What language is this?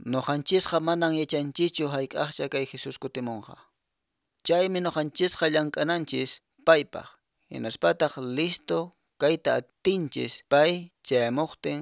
Quechua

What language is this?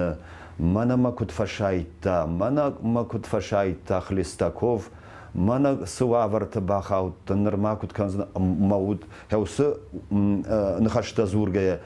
Ossetic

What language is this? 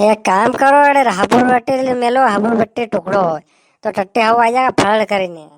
Rajasthani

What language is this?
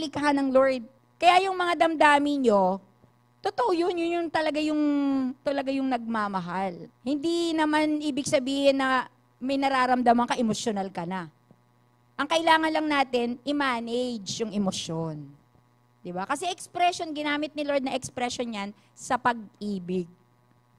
Filipino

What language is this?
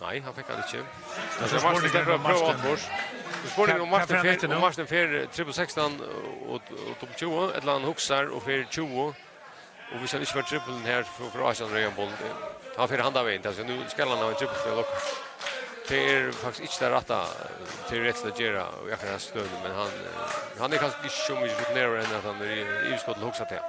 Faroese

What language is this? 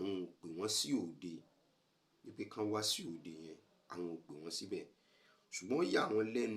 Yoruba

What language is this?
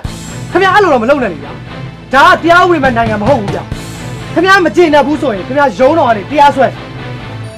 Burmese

